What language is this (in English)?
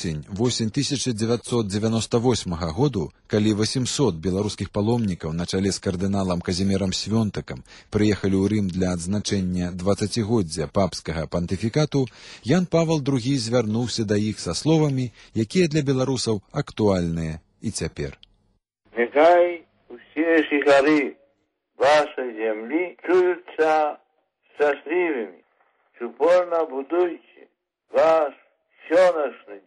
Belarusian